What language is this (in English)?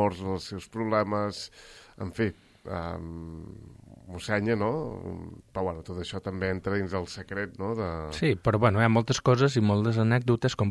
Catalan